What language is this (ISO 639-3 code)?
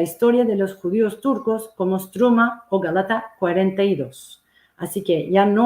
lad